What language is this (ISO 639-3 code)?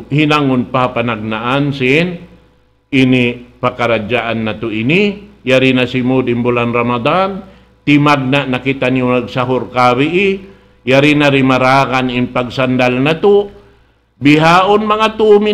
tsg